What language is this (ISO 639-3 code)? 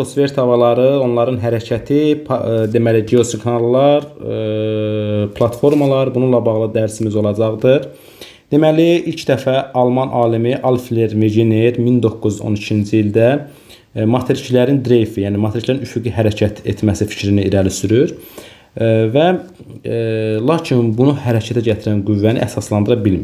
aze